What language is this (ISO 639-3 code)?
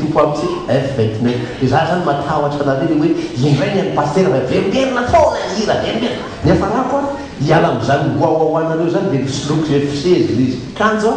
mlg